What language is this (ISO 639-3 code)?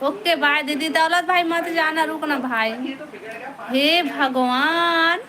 hne